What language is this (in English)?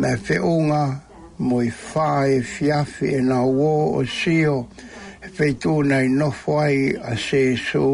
Tongan